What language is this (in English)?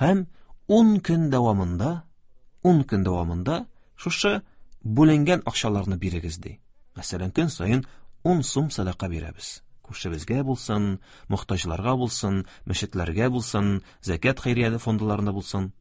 Tatar